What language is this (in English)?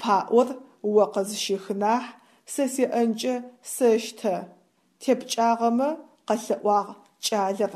Adyghe